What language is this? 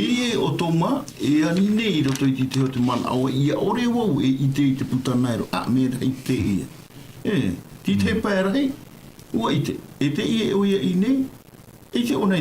Tahitian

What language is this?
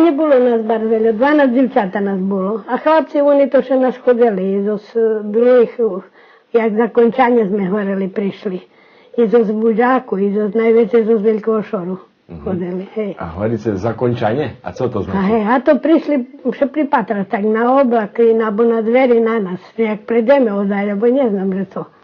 Rusyn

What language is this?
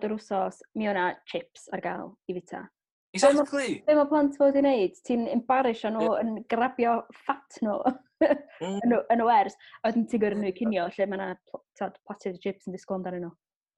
Welsh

